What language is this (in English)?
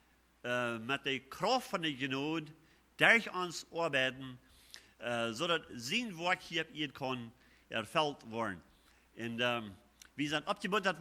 Plautdietsch